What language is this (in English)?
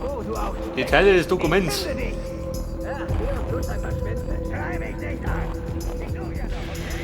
Bavarian